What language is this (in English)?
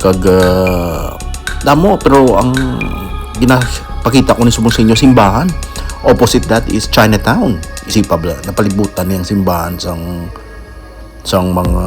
Hiligaynon